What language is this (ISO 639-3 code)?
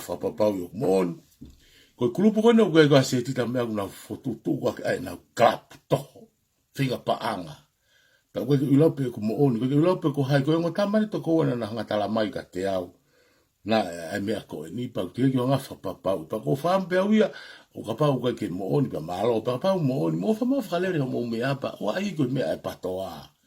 ton